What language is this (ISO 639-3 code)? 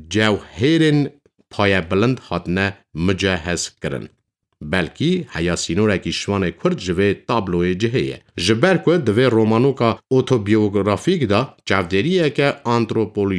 kur